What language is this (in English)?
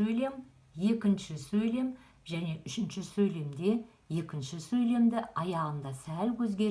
Kazakh